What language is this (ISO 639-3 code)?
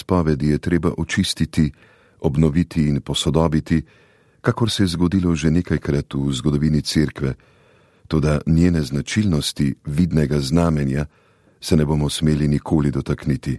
slv